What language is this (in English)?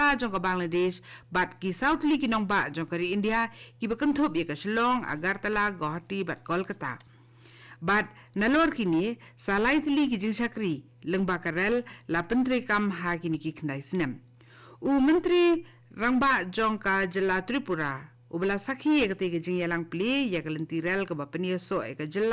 Khasi